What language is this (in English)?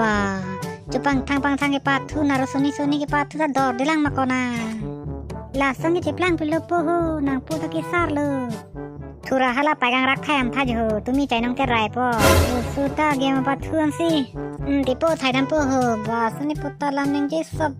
Karbi